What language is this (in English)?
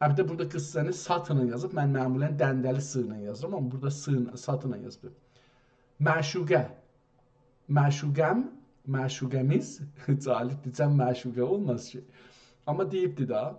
South Azerbaijani